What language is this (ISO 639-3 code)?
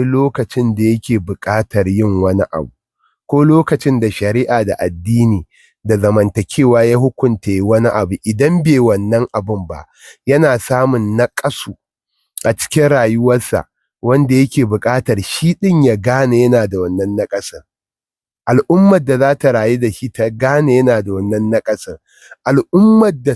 hau